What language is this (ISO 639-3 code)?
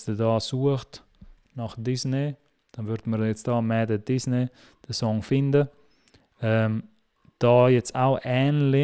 gsw